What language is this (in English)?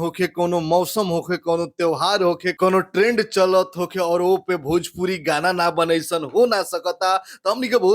Bhojpuri